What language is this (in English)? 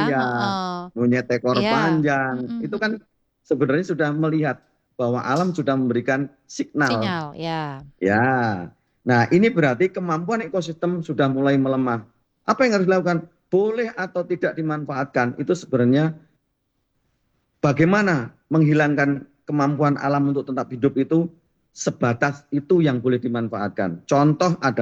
Indonesian